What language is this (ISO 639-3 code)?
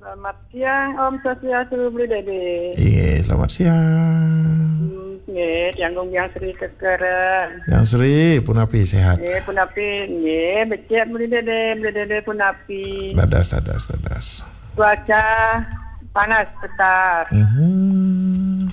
ban